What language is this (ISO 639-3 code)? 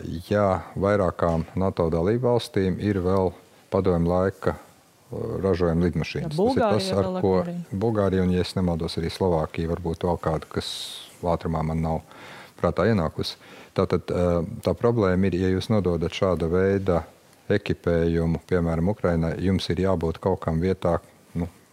lav